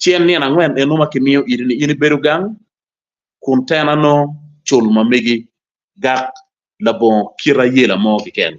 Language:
Acoli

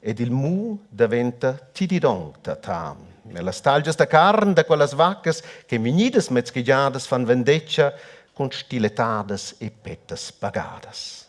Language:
Romansh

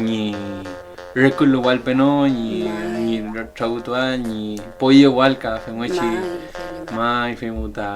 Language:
Mapuche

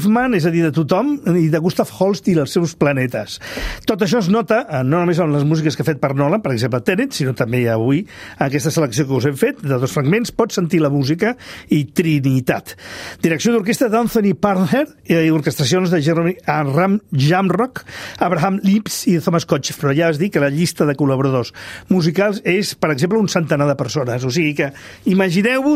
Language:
Catalan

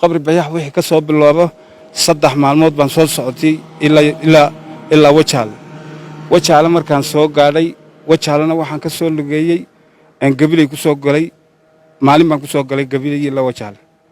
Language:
Somali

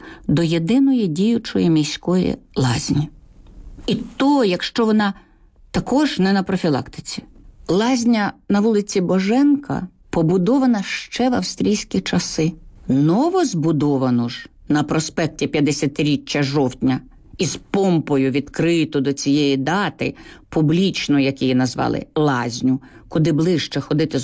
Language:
Ukrainian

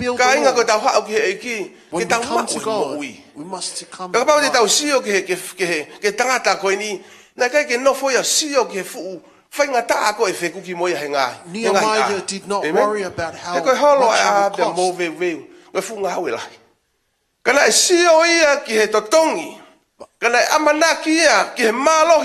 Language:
Tongan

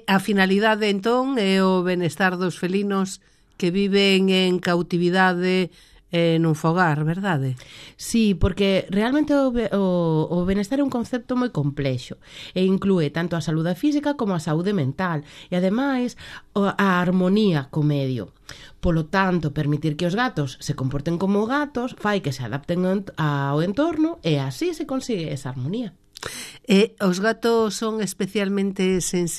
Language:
Galician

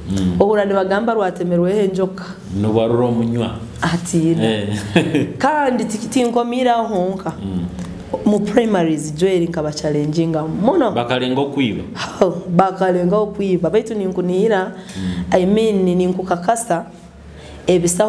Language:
Nyoro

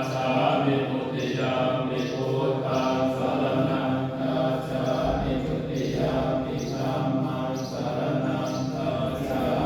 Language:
Pali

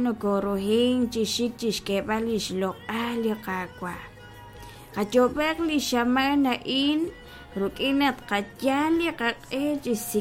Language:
Kekchí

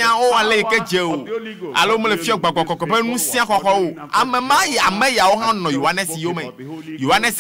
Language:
Ewe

